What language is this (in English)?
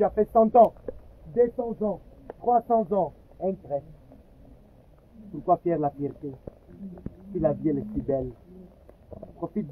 French